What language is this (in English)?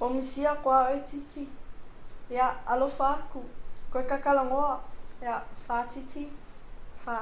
Samoan